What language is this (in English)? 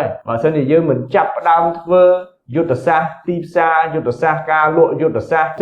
Khmer